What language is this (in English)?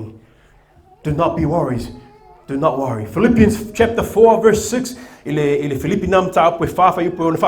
Samoan